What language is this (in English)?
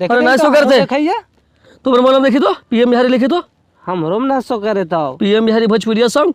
Magahi